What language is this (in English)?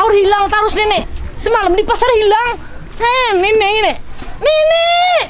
Banjar